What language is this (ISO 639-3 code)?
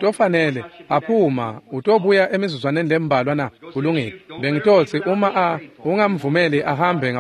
ssw